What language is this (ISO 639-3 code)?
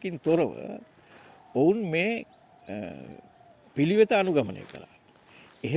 sin